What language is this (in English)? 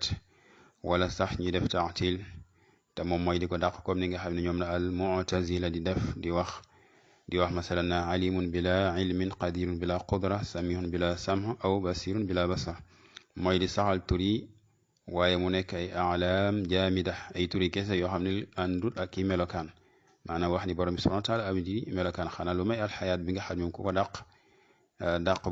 Wolof